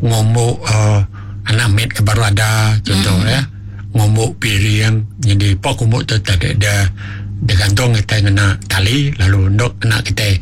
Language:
Iban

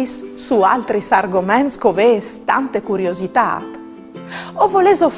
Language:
Friulian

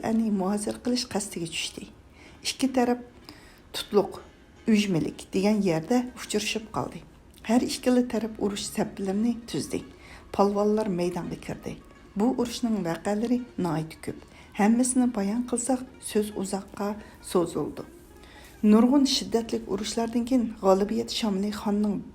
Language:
Uyghur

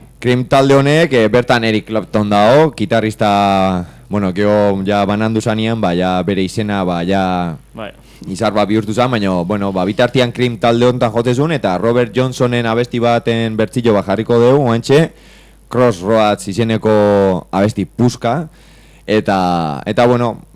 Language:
Basque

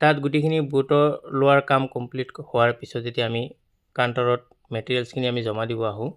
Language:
Assamese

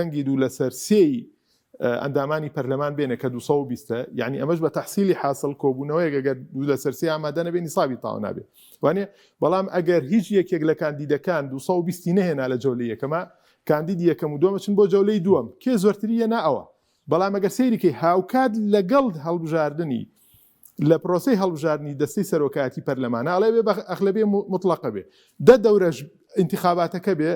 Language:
Central Kurdish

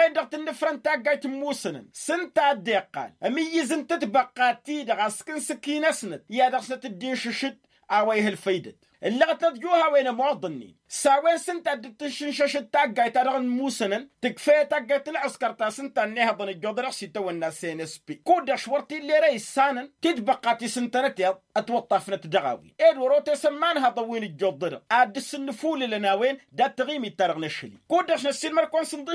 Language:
Tamasheq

